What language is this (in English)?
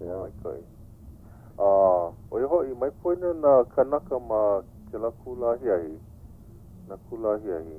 Hawaiian